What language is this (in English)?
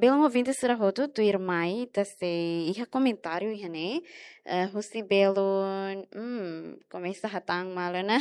Tetum